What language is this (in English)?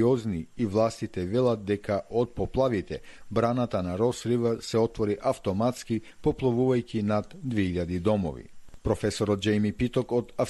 Macedonian